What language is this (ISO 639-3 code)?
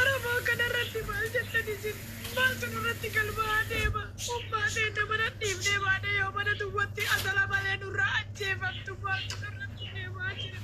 orm